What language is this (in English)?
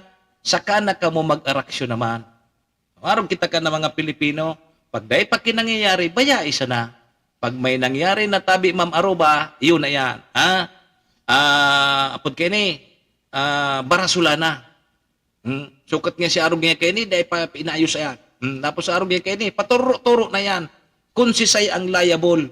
Bikol